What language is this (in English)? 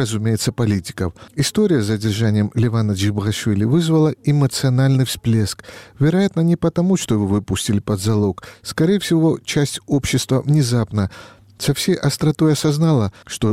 Russian